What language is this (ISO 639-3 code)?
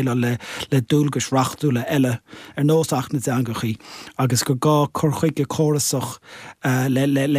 gle